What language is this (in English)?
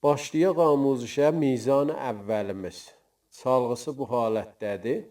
South Azerbaijani